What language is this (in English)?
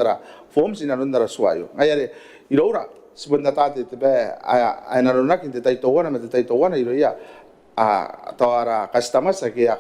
Gilbertese